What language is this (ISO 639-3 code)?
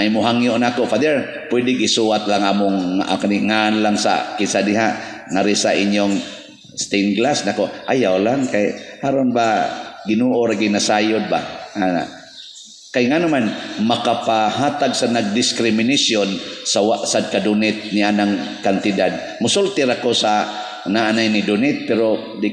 ceb